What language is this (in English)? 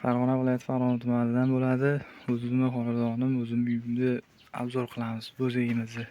Uzbek